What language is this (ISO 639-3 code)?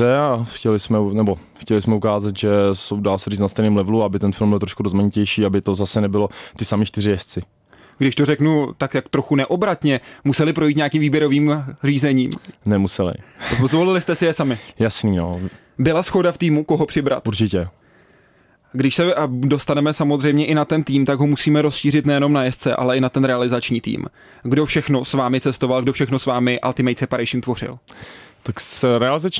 ces